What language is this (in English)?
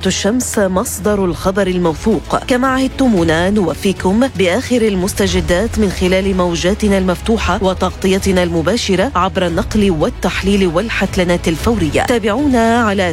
Arabic